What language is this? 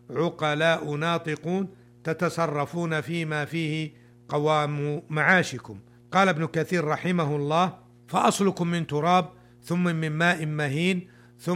Arabic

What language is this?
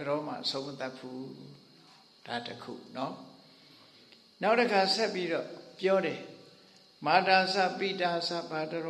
Burmese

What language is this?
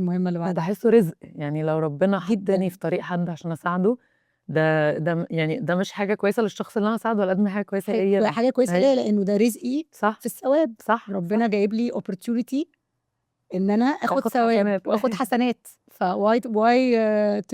Egyptian Arabic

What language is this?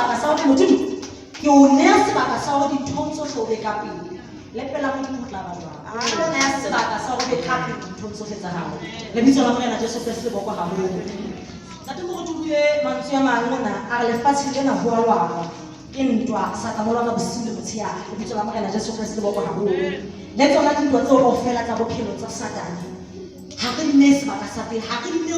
Southern Sotho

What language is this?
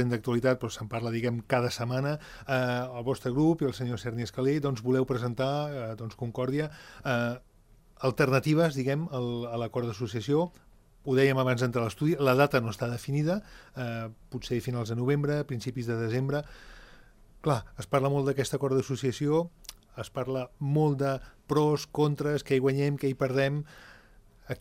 Catalan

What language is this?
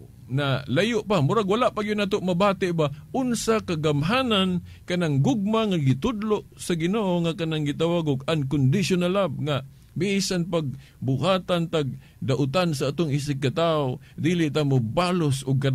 Cebuano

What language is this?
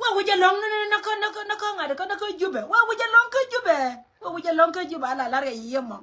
Nuer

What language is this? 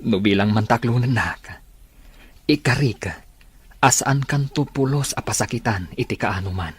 Iloko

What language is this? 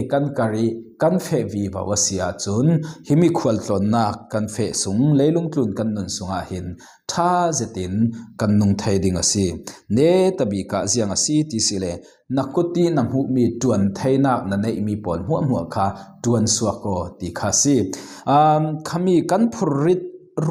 Falam Chin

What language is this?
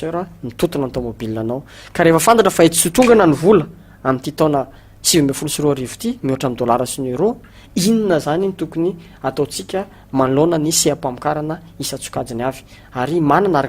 Malagasy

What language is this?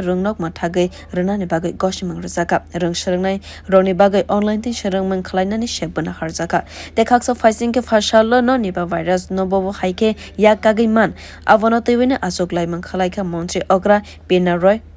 Kok Borok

